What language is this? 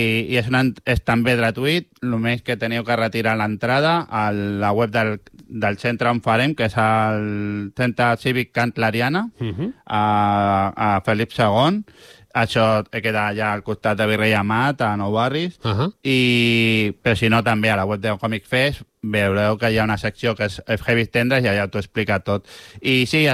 Catalan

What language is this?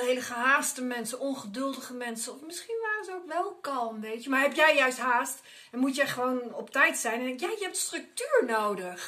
Dutch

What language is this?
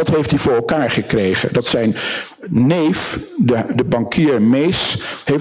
Dutch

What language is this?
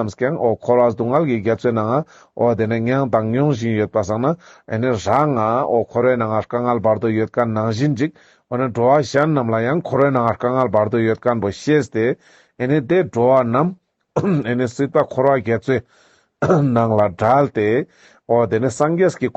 Ladakhi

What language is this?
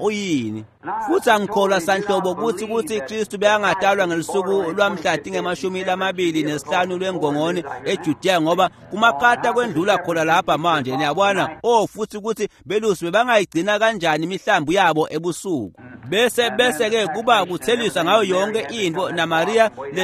Swati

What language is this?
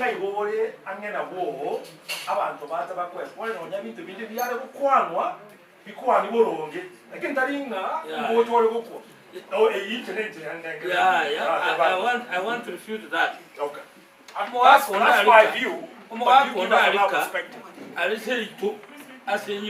Gusii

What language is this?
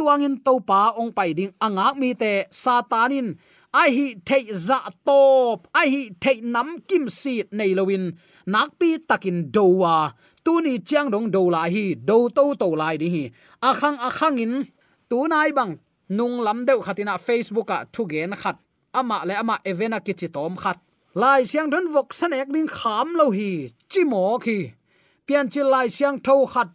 Tedim Chin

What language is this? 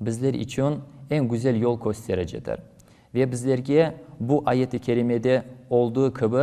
Crimean Tatar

